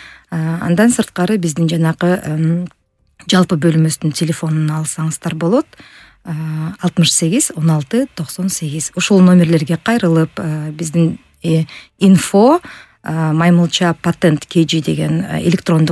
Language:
Kyrgyz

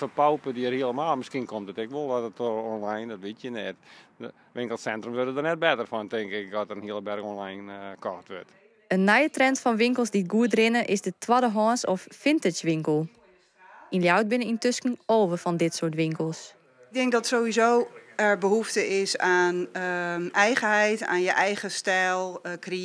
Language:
Western Frisian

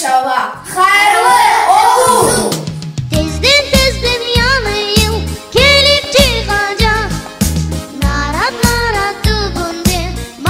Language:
Crimean Tatar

